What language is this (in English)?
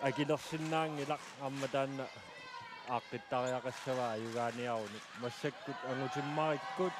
Kalaallisut